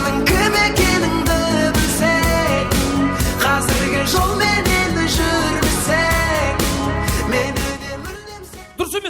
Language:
Kara-Kalpak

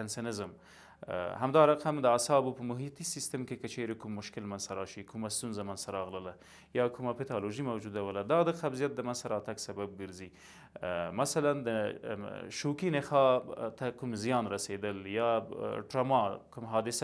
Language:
Pashto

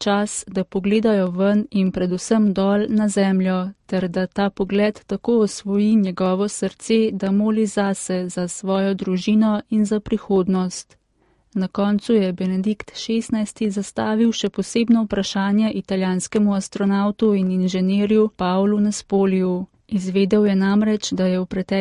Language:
Slovenian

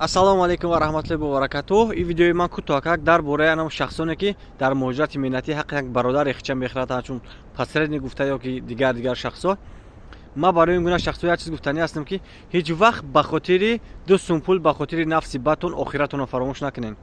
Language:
Tajik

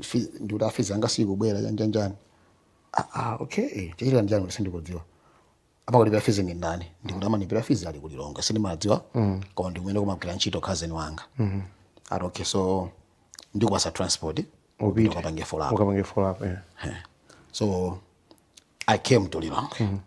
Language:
Nyanja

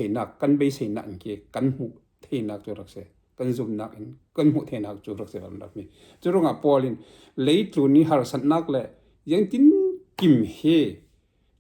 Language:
Falam Chin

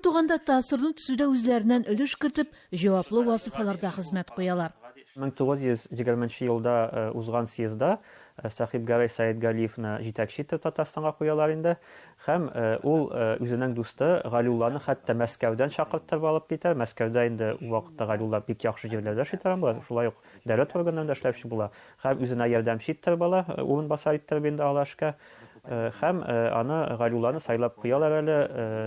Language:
Tatar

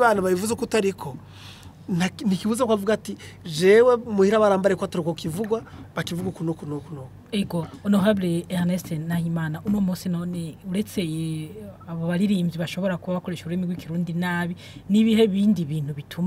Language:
Rundi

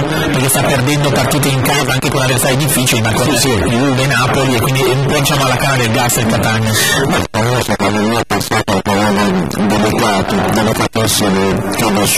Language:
Italian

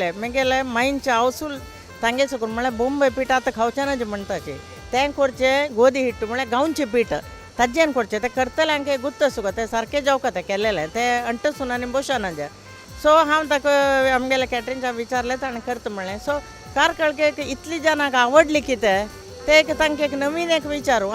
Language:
Konkani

